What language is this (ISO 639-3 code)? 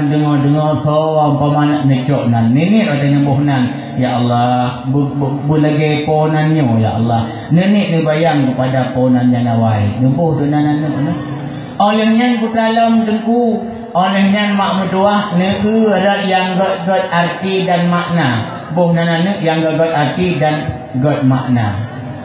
ace